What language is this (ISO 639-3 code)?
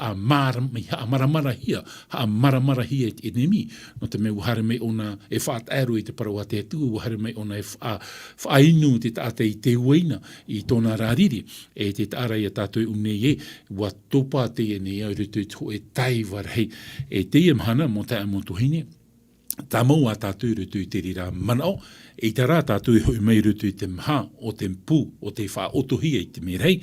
tah